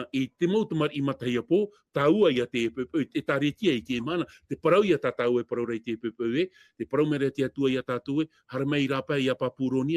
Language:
Tahitian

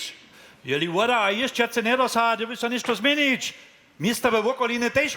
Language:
Upper Sorbian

